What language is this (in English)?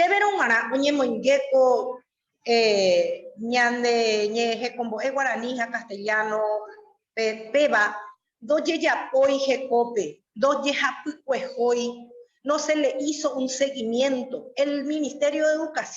Guarani